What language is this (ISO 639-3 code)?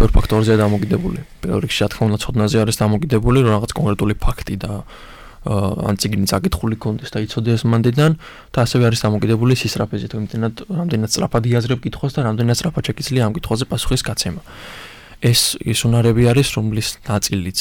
kat